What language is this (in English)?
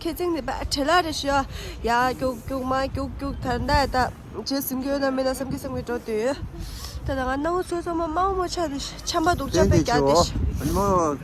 Tibetan